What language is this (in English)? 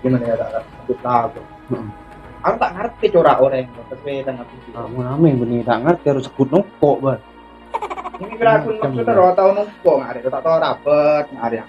Madurese